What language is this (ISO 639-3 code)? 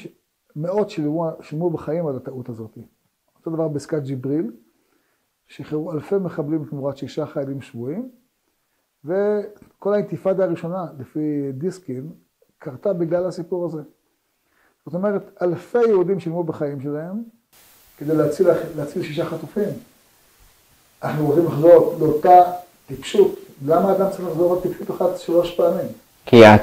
heb